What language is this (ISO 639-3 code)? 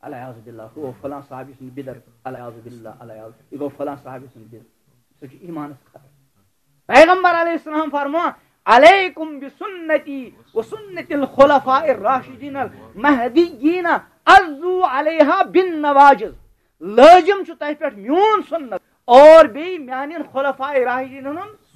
kas